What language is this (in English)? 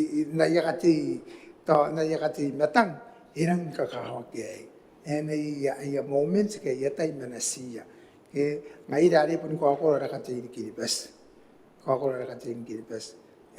Gilbertese